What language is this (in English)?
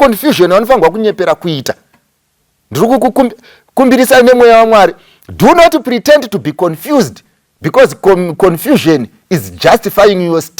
Shona